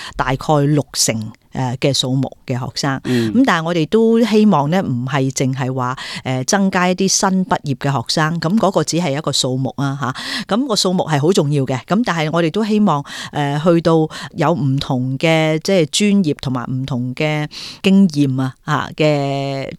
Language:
Cantonese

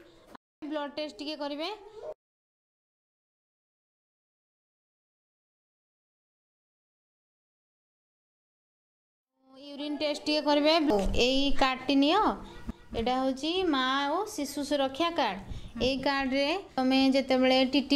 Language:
Odia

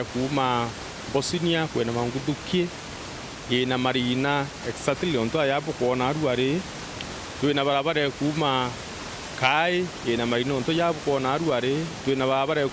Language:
Meru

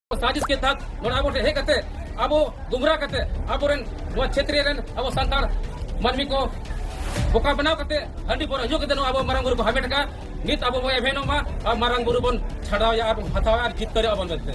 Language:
Santali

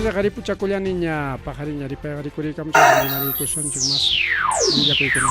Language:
Ayacucho Quechua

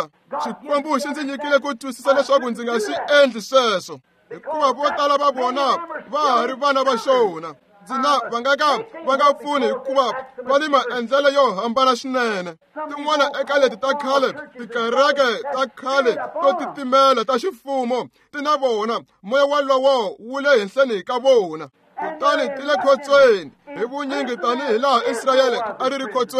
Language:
Tsonga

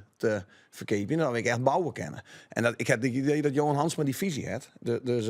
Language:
Western Frisian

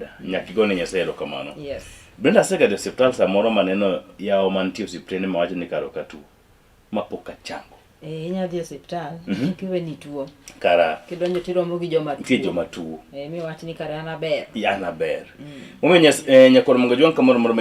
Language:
Luo (Kenya and Tanzania)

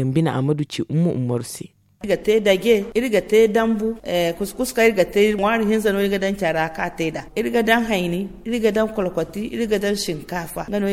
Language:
Zarma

